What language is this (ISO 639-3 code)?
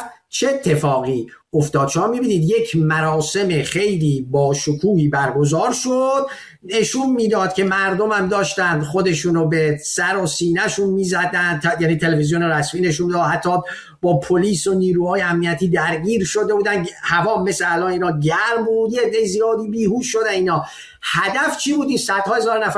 fas